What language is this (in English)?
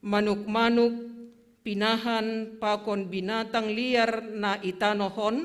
Batak Simalungun